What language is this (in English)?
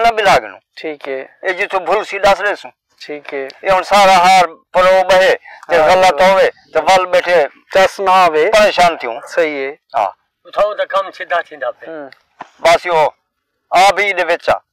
Saraiki